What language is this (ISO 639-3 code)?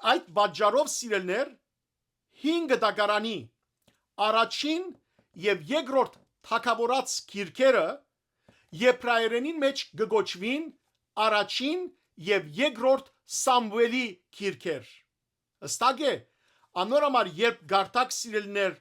hyw